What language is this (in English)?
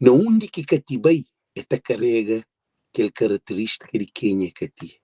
Kabuverdianu